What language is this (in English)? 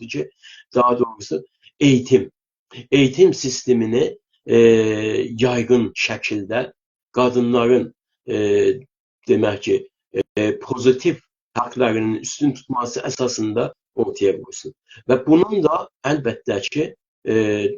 South Azerbaijani